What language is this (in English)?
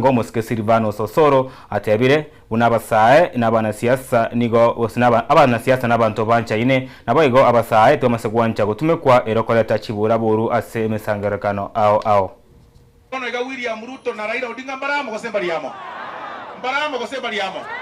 Gusii